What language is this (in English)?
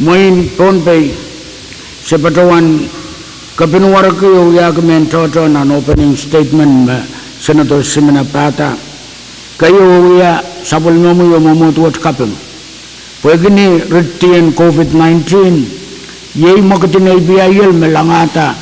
Pohnpeian